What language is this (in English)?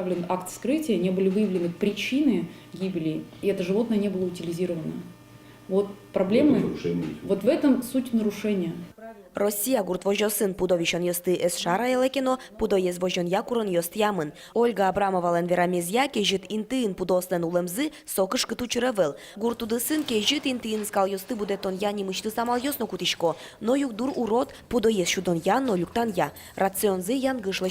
Udmurt